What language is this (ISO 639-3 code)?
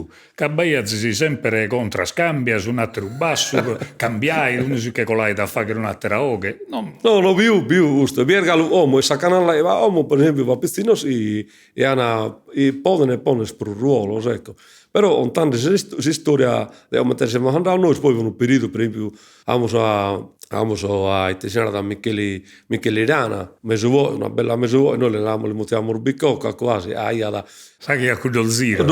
srd